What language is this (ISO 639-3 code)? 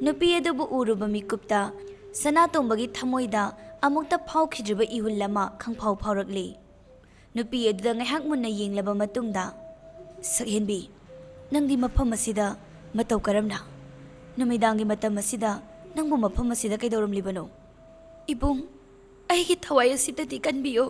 mni